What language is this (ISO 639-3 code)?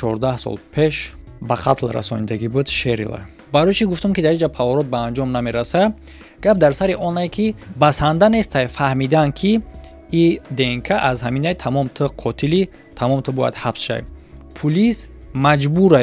tgk